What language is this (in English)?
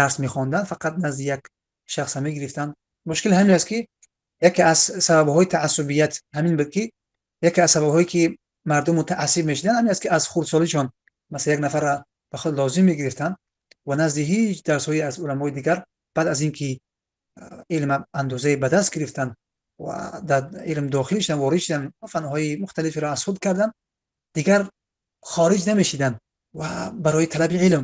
Tajik